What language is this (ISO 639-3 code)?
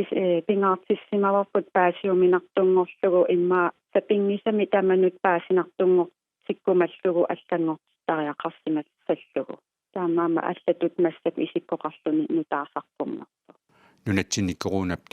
kal